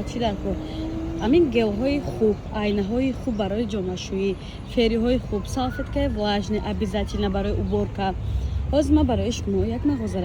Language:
Tajik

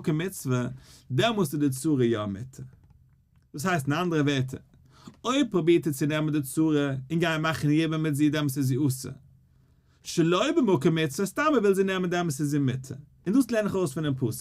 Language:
Yiddish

